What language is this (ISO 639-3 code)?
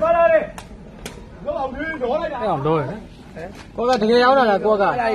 mya